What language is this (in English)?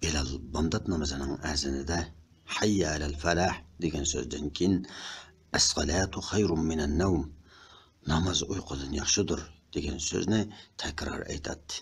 Uyghur